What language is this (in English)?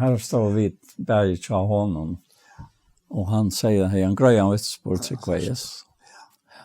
Faroese